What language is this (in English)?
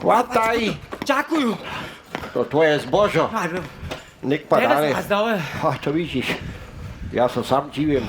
Upper Sorbian